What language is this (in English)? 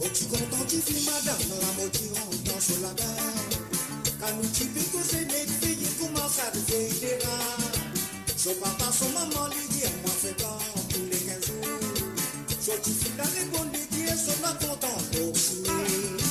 Morisyen